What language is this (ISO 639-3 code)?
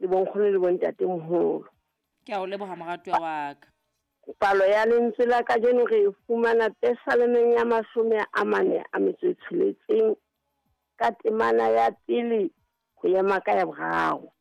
sot